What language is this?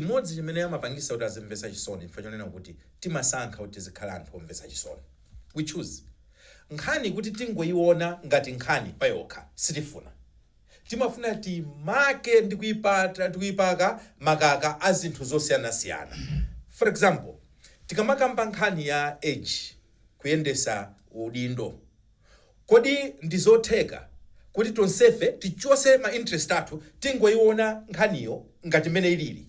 Nyanja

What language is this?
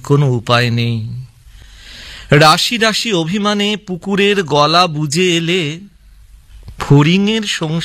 Bangla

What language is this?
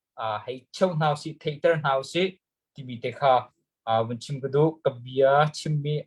Hakha Chin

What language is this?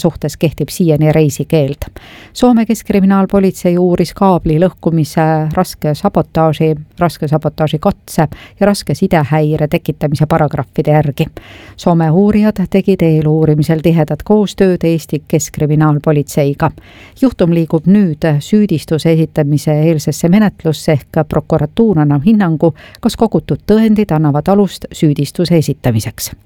Estonian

